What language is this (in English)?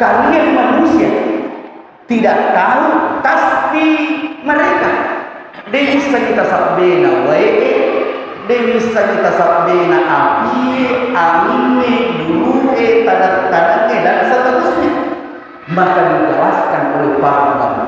Buginese